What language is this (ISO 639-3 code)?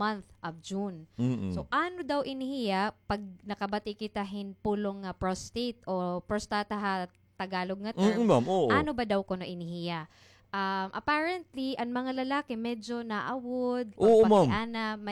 war